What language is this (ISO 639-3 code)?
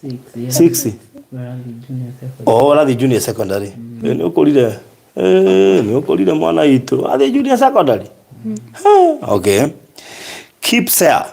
kik